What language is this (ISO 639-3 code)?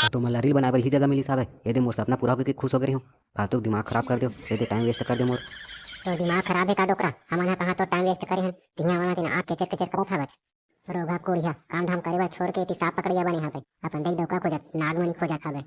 hne